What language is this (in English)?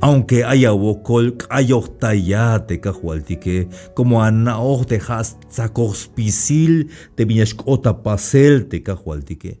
Tzeltal